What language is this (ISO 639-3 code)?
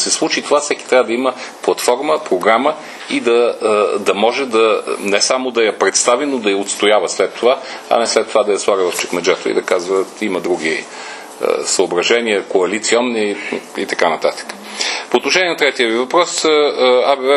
bul